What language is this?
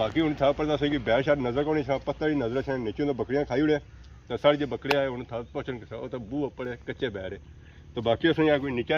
Pahari-Potwari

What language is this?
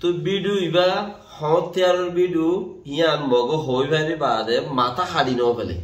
Rohingya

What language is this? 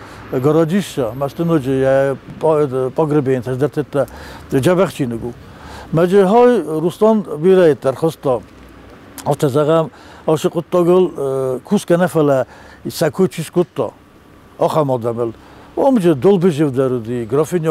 Ossetic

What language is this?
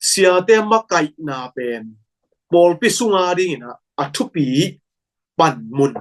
Tedim Chin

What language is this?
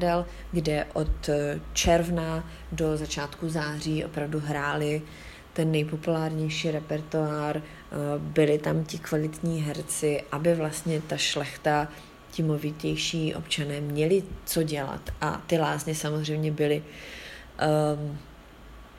Czech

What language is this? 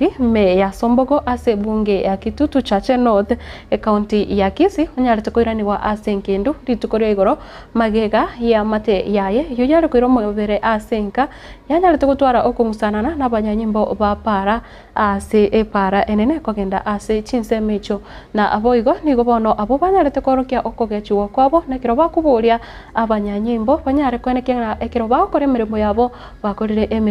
Gusii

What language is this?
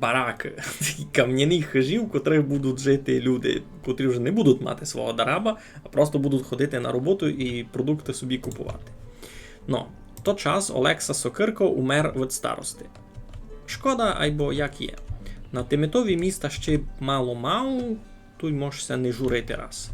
Rusyn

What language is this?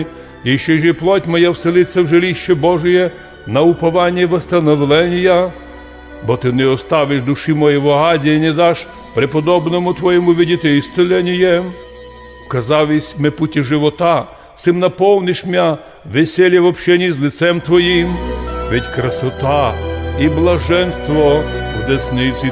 Rusyn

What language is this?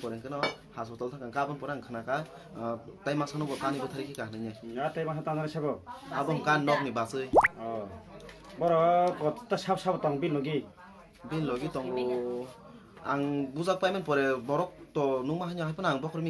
Kok Borok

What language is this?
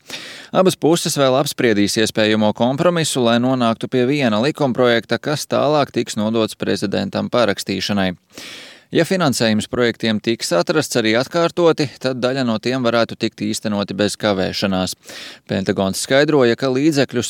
Latvian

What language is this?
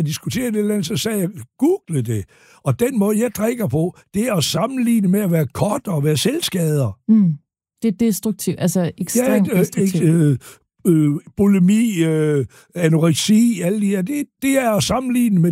Danish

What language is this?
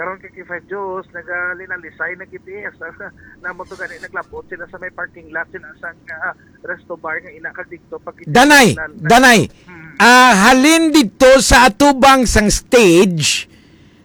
Hiligaynon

